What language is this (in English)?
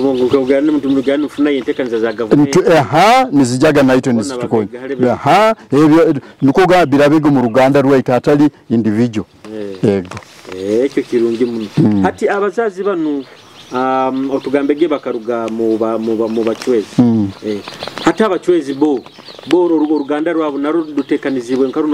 Nyoro